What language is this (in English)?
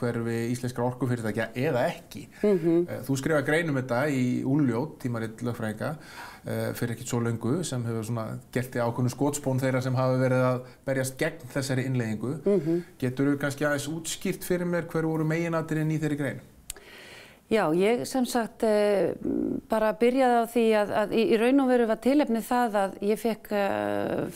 Icelandic